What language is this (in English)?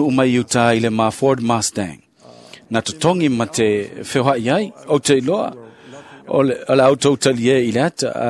Samoan